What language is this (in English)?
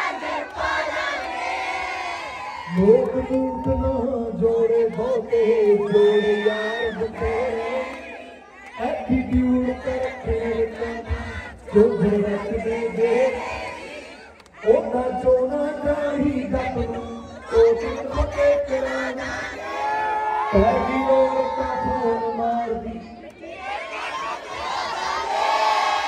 Punjabi